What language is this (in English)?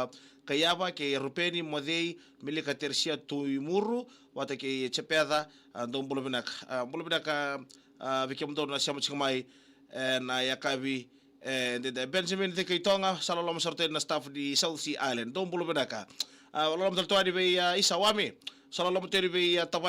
Fijian